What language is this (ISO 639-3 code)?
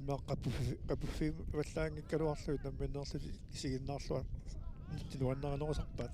kal